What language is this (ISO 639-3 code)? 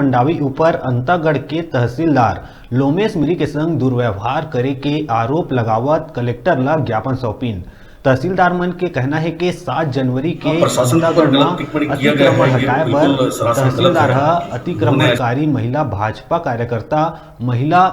hne